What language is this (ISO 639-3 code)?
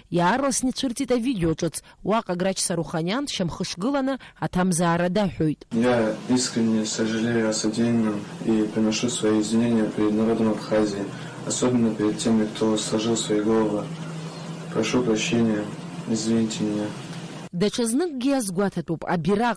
abk